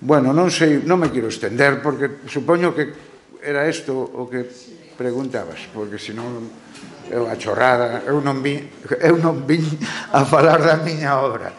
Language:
Galician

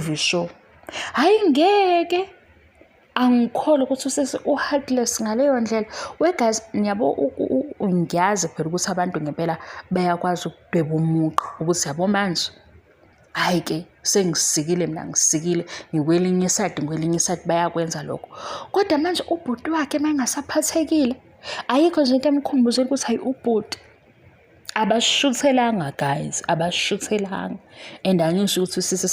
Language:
Zulu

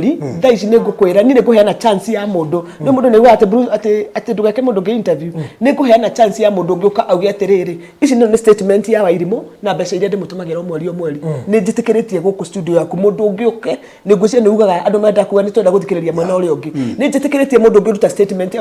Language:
Kikuyu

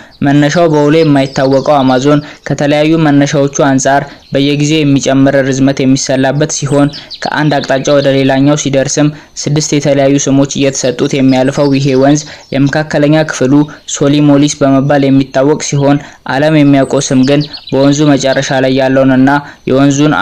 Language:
Amharic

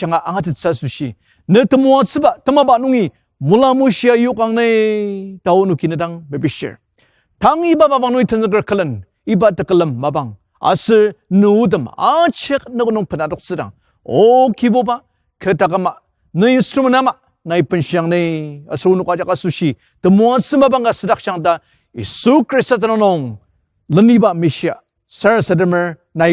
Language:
Ao Naga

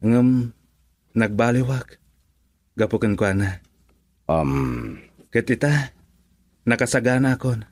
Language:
Iloko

